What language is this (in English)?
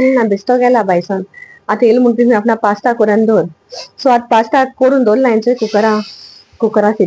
Konkani